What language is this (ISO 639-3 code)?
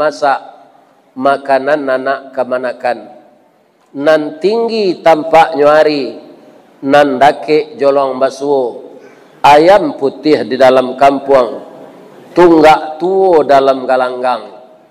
min